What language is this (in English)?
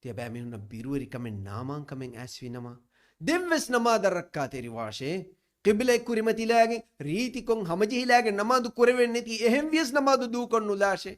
Divehi